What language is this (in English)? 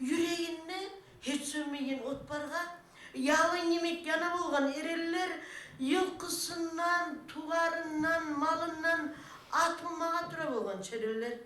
Kumyk